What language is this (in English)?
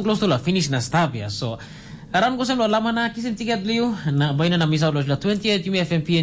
Tok Pisin